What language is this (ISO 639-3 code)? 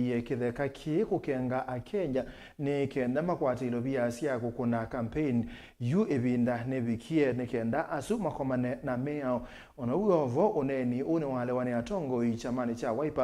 kam